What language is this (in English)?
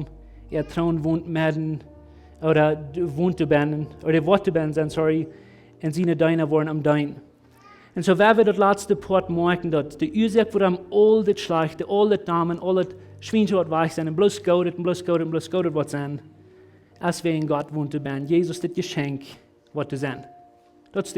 Plautdietsch